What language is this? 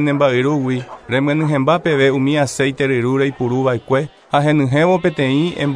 Guarani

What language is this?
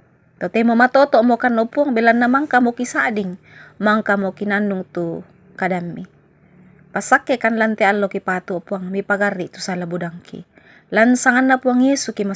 Toraja-Sa'dan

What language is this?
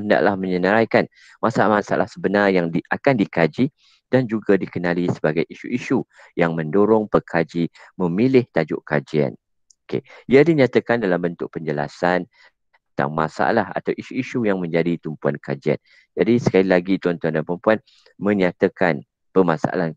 Malay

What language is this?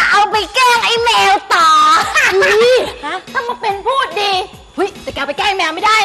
Thai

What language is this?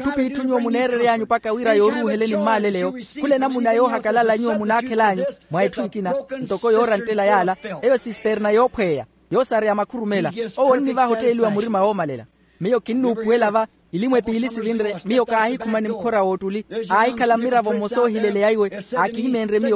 Makhuwa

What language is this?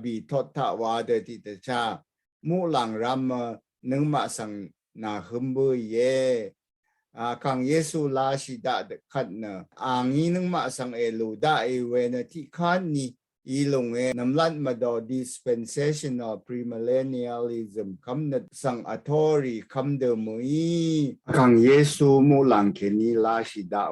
Rawang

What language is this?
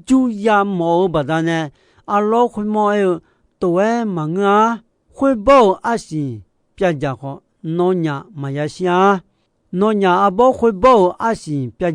Akha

